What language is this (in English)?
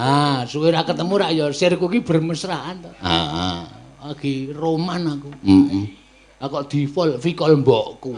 Javanese